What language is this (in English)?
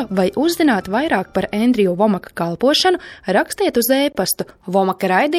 Latvian